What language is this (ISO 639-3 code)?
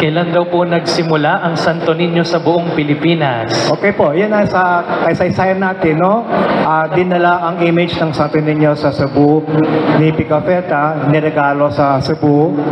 fil